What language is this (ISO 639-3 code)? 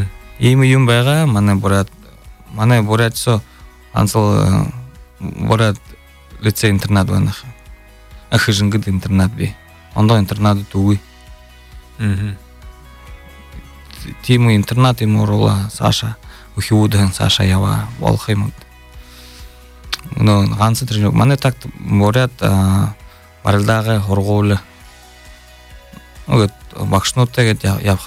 bua